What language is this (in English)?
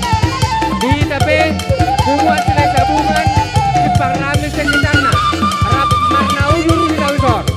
Batak Toba